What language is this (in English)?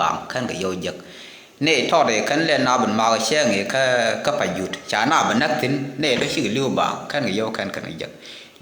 Nuer